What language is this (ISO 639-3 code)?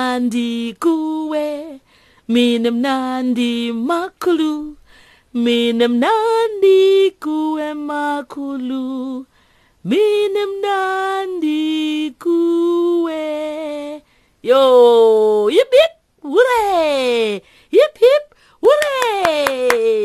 xho